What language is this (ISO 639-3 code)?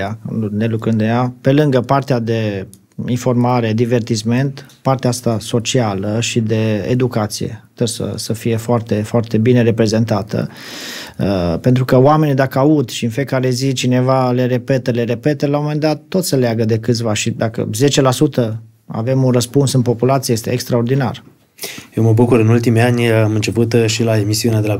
ron